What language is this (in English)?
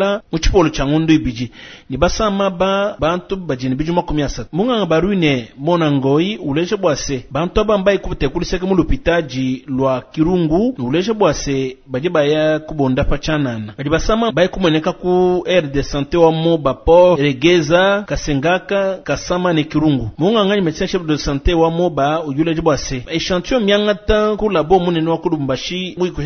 Luba-Lulua